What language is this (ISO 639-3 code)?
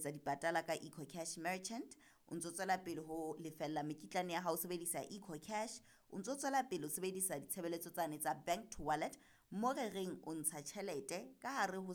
sot